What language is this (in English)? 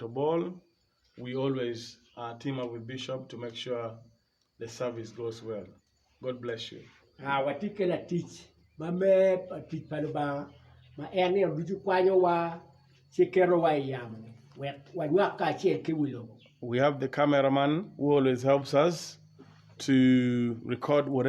Acoli